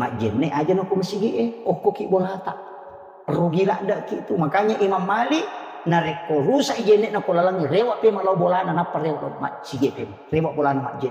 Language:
Buginese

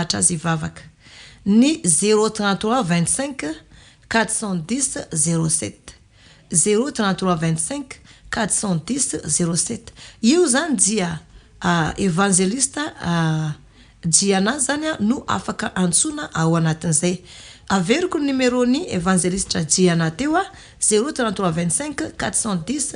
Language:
Malagasy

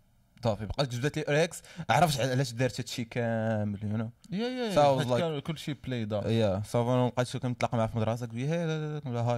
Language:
Moroccan Arabic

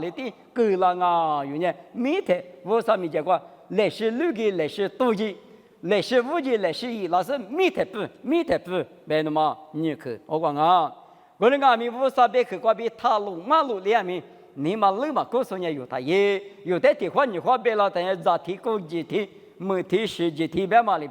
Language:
Lisu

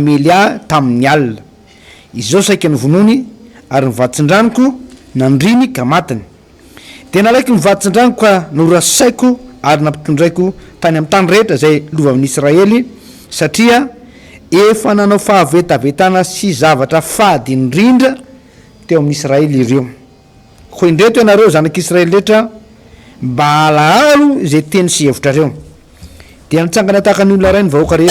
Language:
Malagasy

